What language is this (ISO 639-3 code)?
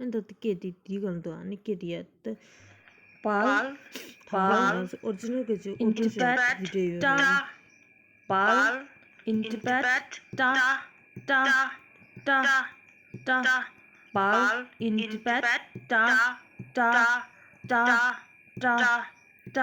bod